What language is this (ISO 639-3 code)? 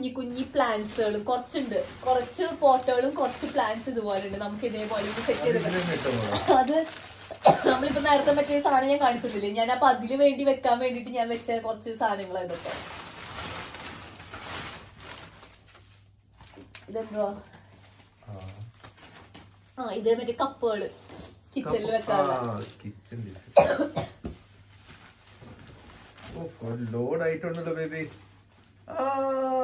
mal